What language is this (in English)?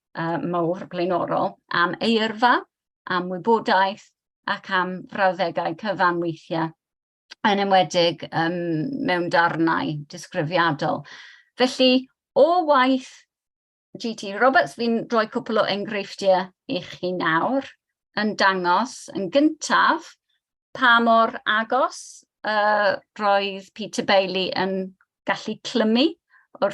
Welsh